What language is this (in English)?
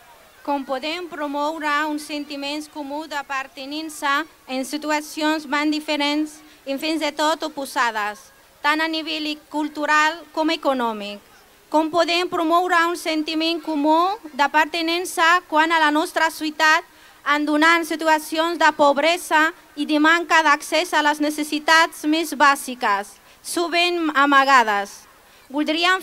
Catalan